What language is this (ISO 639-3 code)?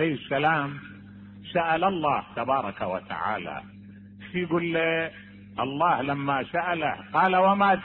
acm